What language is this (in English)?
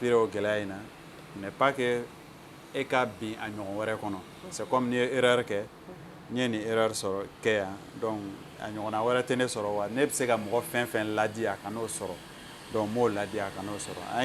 Bambara